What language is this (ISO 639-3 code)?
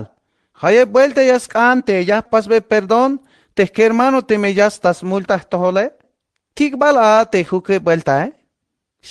tzh